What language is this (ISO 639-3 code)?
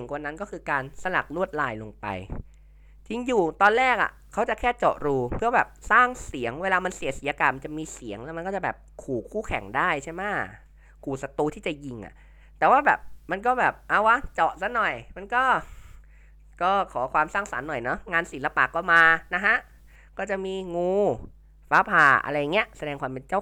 tha